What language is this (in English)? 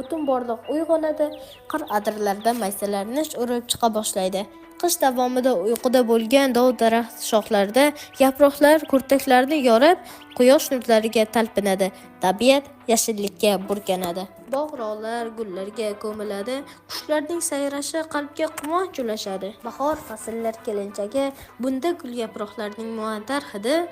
Uzbek